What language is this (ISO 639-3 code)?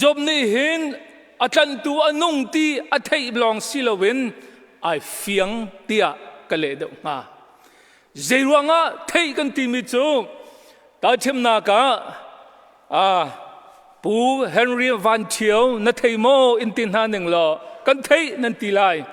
cnh